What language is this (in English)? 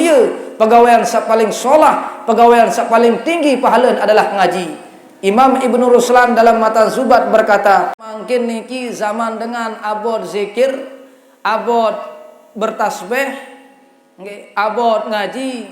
Sasak